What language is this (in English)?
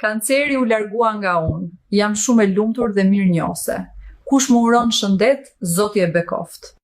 Albanian